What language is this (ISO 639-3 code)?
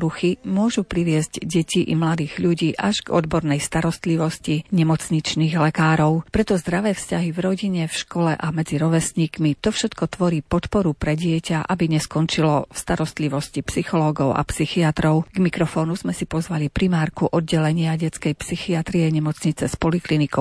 slk